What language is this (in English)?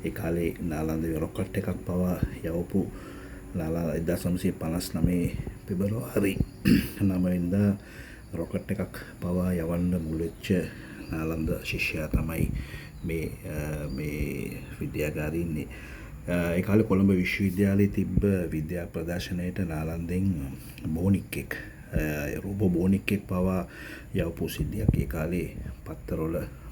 Sinhala